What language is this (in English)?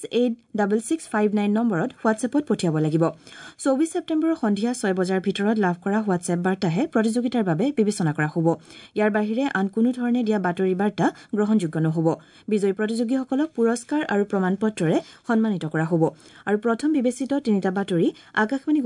Assamese